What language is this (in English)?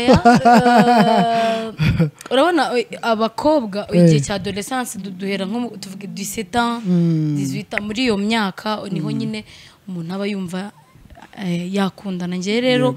Kinyarwanda